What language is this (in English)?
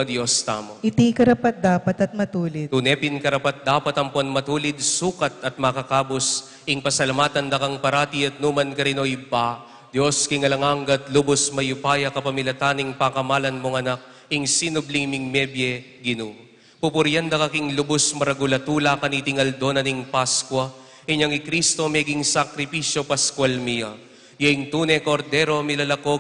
Pampanga